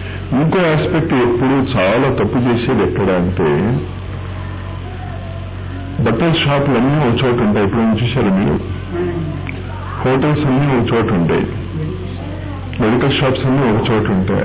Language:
Telugu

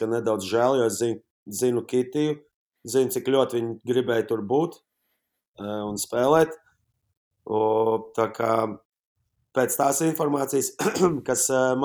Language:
Latvian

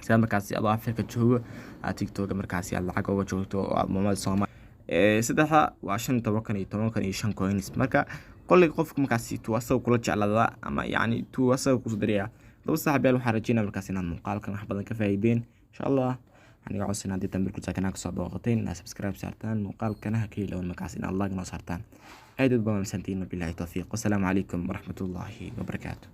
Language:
Somali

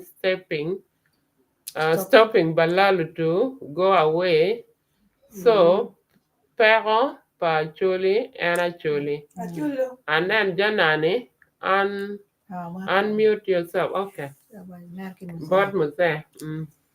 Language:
Acoli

